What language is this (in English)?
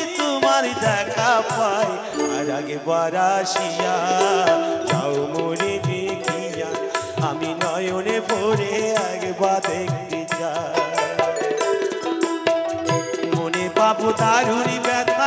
Bangla